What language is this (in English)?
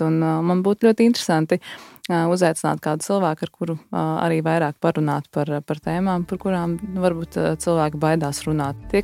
Latvian